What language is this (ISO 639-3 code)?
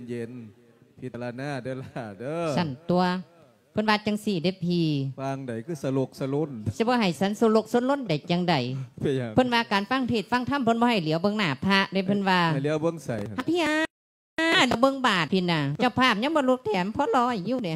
lao